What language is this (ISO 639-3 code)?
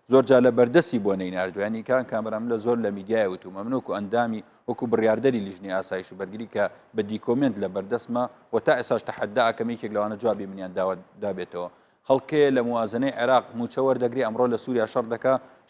ckb